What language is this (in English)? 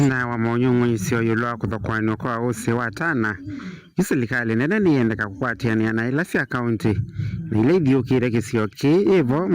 Kamba